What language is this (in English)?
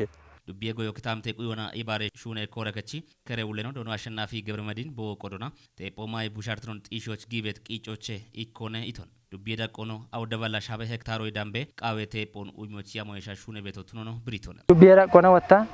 Kafa